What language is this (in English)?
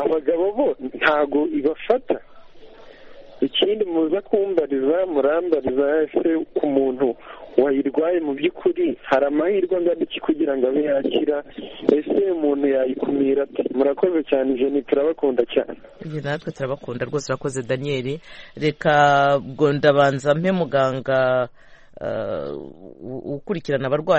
Kinyarwanda